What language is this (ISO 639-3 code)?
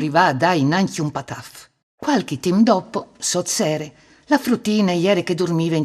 fur